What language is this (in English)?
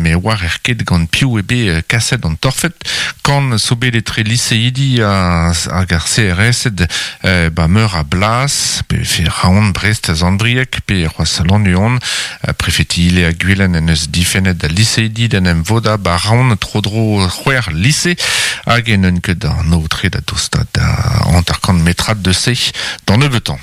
Breton